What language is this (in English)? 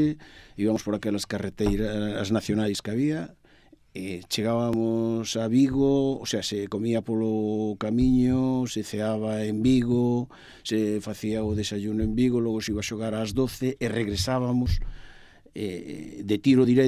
Galician